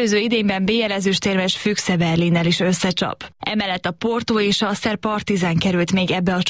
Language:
Hungarian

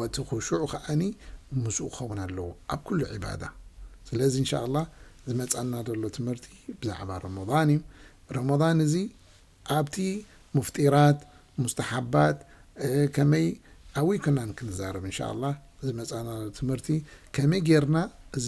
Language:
Tigrinya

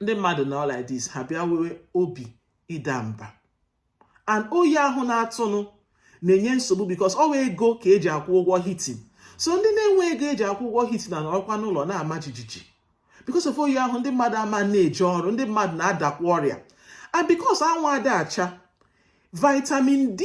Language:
Igbo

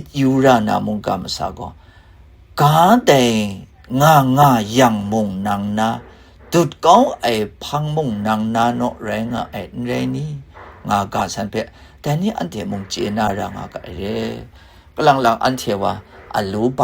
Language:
Kachin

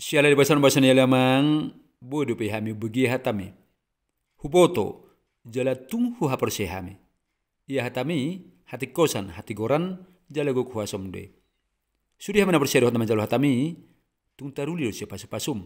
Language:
Batak Toba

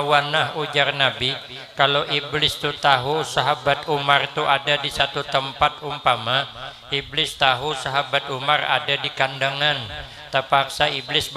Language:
Banjar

